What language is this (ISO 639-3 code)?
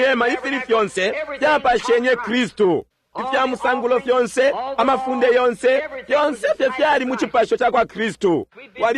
bem